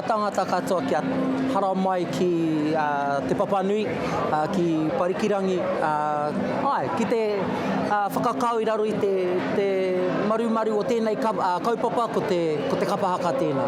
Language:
Māori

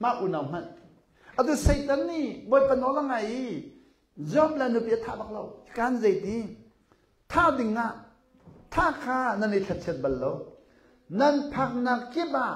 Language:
Hakha Chin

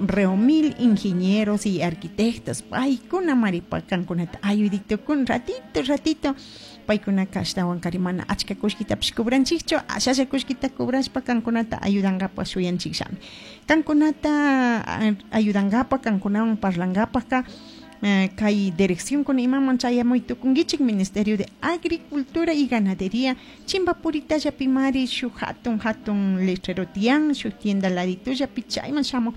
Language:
Chimborazo Highland Quichua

